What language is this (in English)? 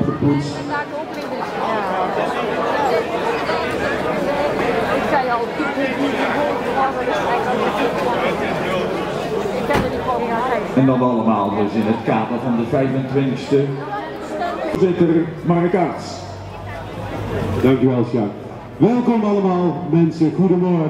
Dutch